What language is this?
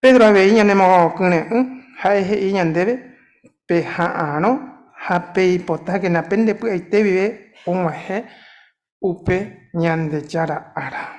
Guarani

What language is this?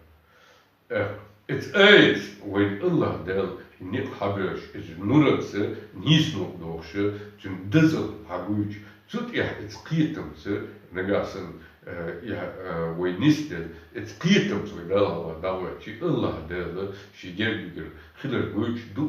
Chechen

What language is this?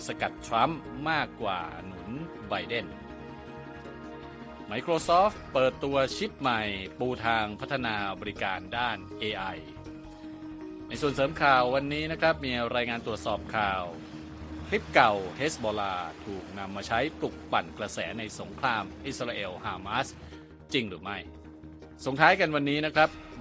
Thai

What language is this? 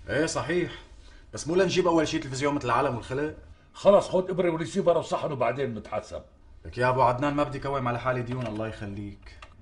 North Levantine Arabic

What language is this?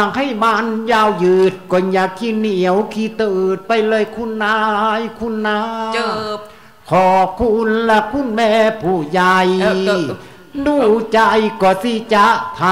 Thai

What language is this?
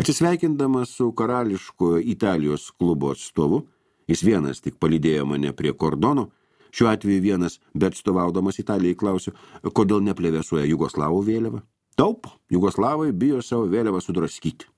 Lithuanian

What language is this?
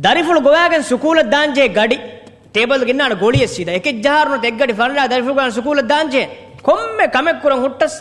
Divehi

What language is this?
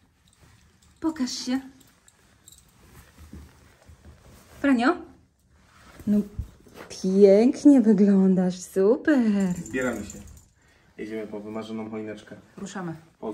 Polish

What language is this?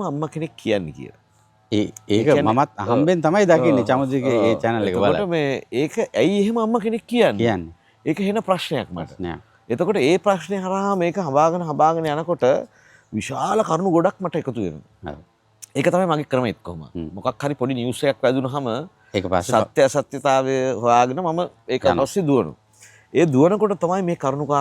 Sinhala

